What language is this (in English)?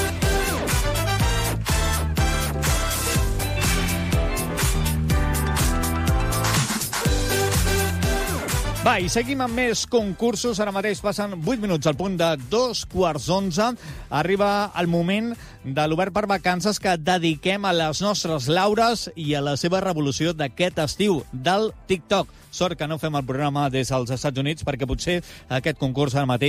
Catalan